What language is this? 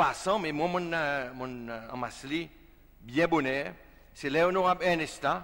Seselwa Creole French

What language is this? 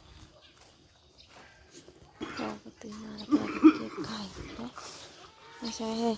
Northeastern Thai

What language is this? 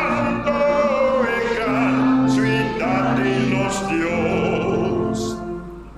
Papiamento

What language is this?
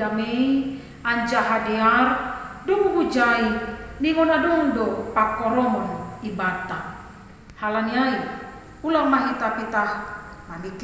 Batak Simalungun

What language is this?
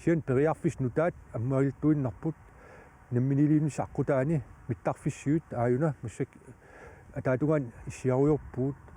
Kalaallisut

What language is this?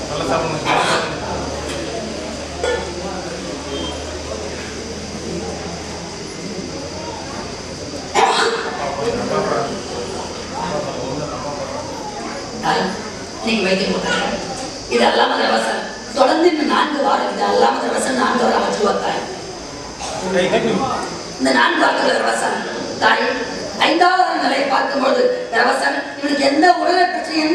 Tamil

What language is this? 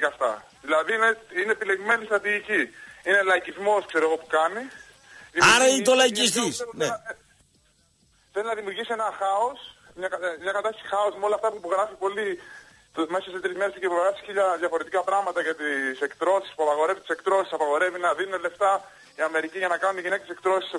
Greek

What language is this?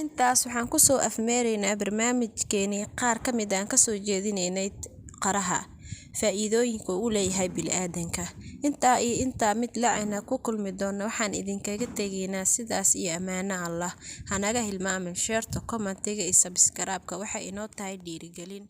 Somali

